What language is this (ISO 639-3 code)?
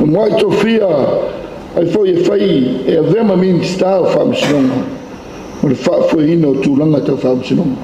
smo